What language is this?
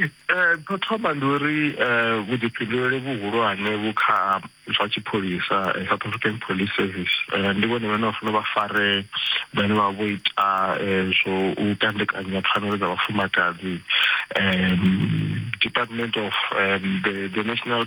Venda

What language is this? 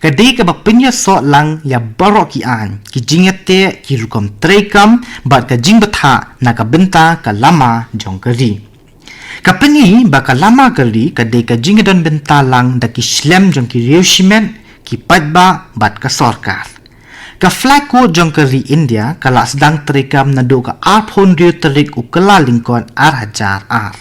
Khasi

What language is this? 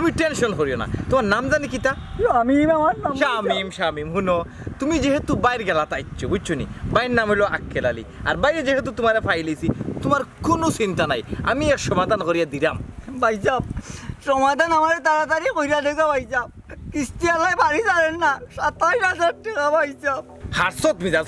Sylheti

